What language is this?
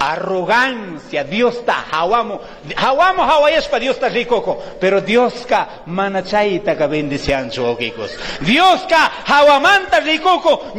Chimborazo Highland Quichua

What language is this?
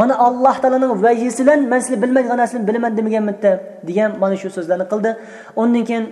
Uyghur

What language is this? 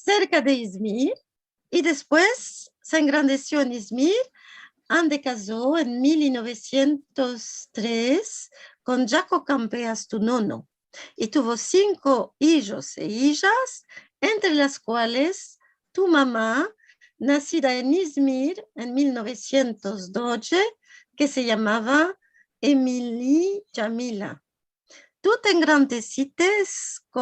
Ladino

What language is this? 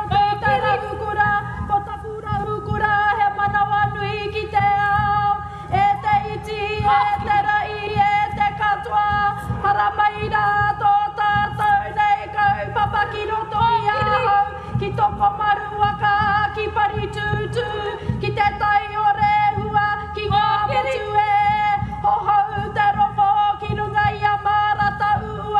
Māori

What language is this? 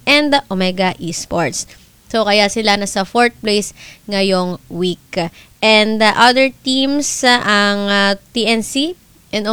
Filipino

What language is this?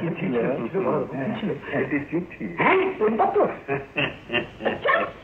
Bangla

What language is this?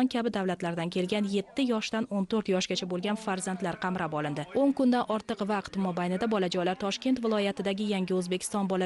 Uzbek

